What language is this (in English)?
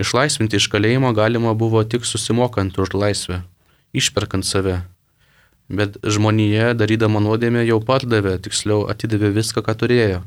Lithuanian